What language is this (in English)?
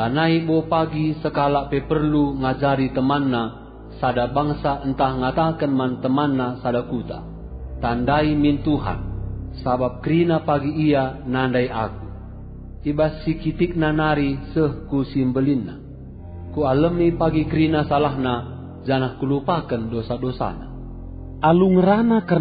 Batak Karo